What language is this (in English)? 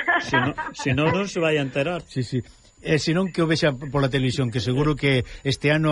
Galician